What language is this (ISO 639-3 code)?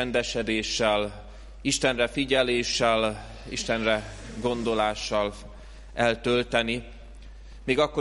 hun